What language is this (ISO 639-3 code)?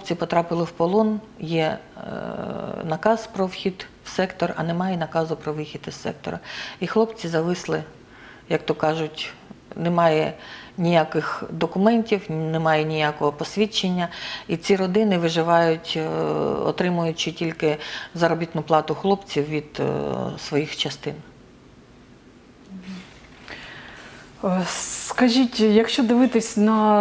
ukr